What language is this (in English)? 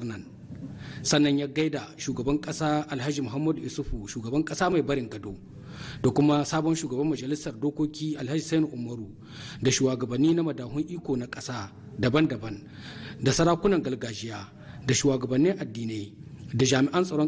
Hausa